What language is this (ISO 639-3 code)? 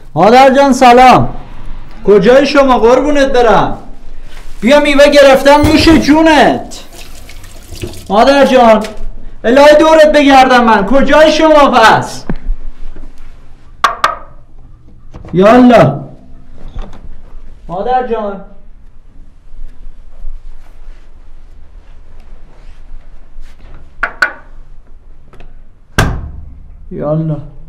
fas